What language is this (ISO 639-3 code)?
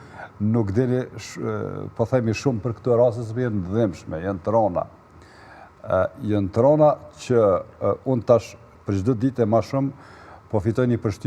sqi